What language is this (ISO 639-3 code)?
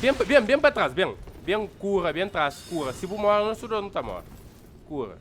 kea